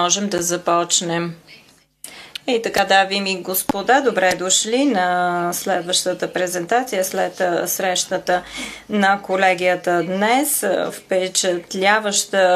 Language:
Bulgarian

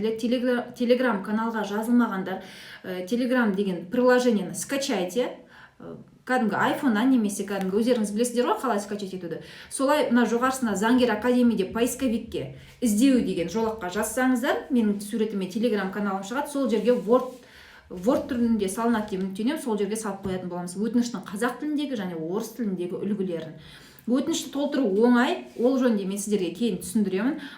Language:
Kazakh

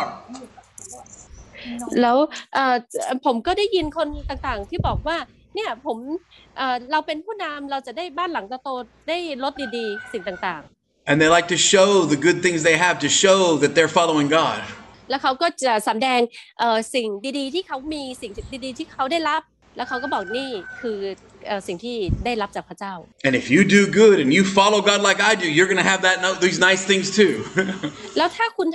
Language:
Thai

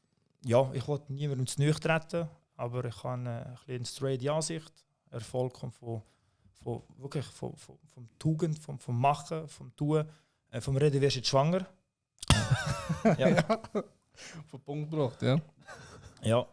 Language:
Swiss German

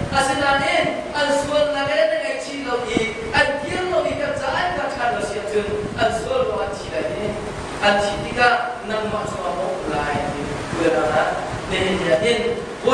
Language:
Hakha Chin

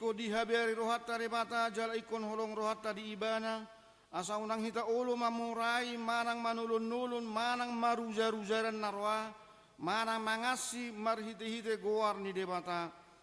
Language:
Batak Toba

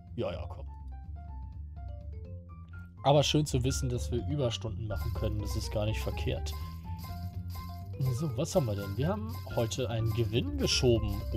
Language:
German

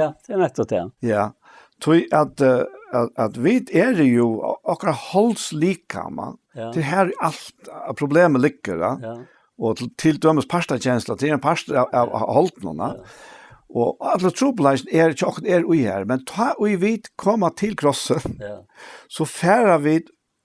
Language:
Faroese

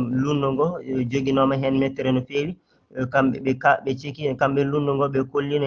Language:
Fula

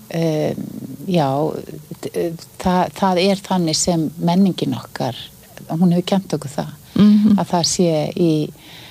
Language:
Icelandic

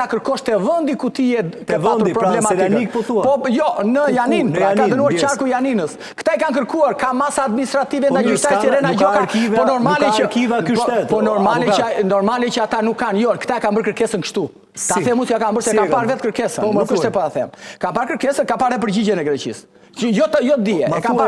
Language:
Albanian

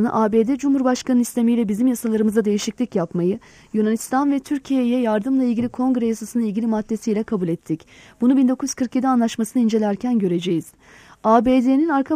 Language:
Turkish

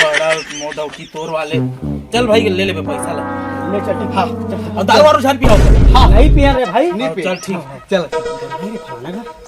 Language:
Chhattisgarhi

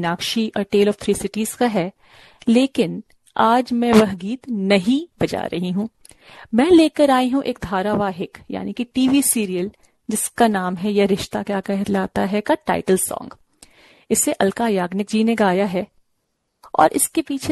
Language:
Hindi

